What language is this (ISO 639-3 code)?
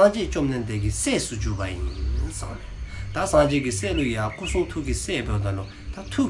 dzo